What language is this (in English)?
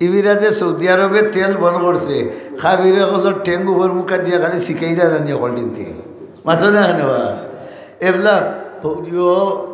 Sylheti